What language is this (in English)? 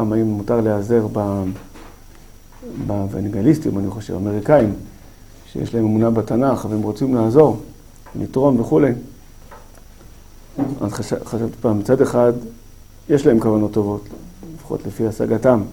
Hebrew